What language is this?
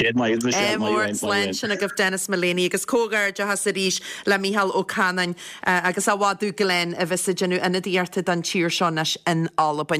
Irish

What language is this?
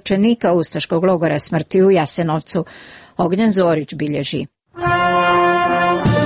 Croatian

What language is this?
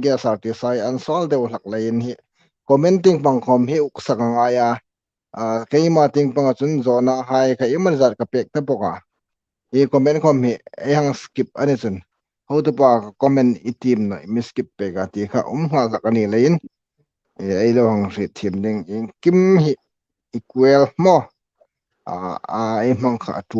Hmar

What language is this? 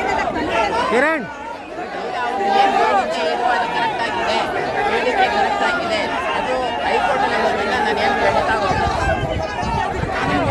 Kannada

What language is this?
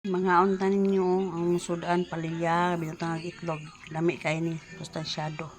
Cebuano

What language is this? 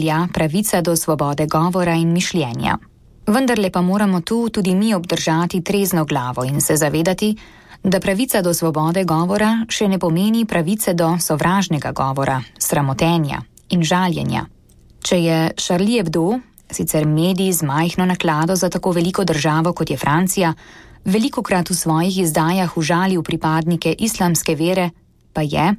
Slovenian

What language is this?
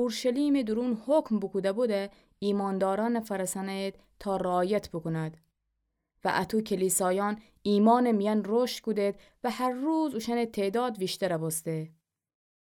Gilaki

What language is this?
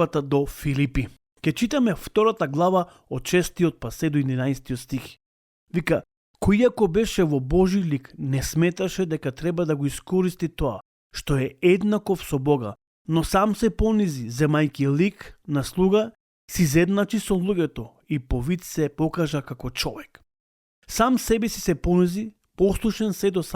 Macedonian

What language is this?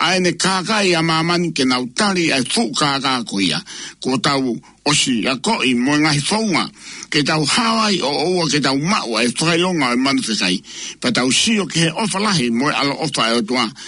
Tongan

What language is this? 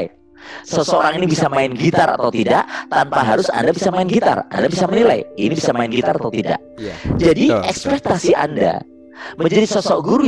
Indonesian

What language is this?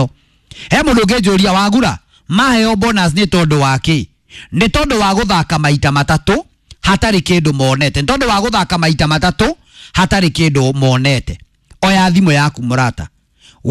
Kikuyu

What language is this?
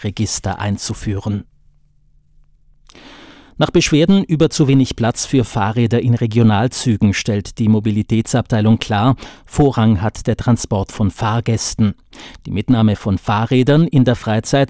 German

